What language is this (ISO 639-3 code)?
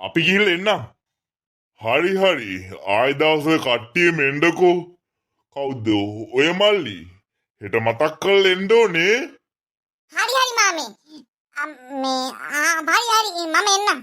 sin